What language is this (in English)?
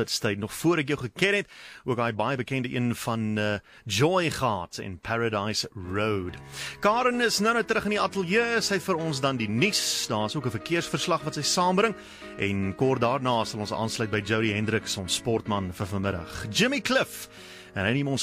Afrikaans